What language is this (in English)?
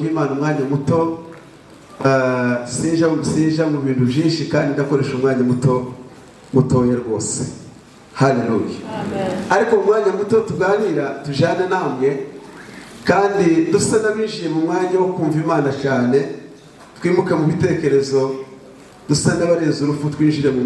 Kinyarwanda